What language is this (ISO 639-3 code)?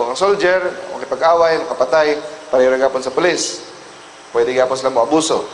ceb